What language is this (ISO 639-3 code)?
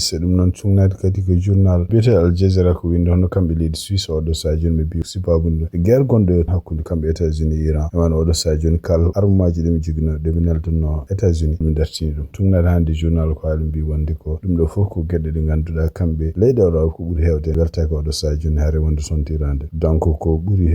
ful